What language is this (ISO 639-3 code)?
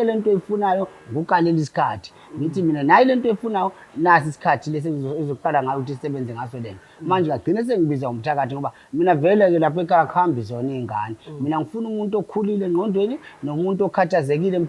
zul